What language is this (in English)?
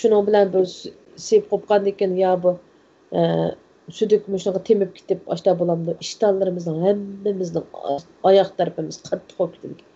Uyghur